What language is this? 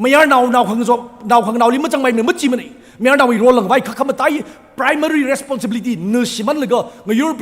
Tangkhul Naga (India)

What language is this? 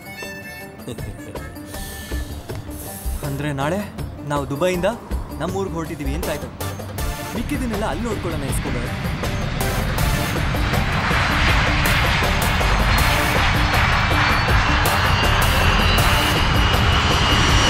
Kannada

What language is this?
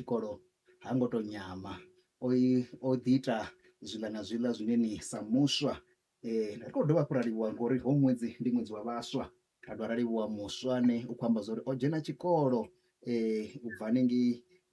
Venda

